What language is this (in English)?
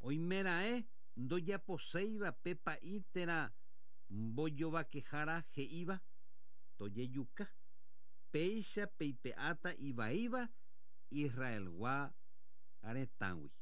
Guarani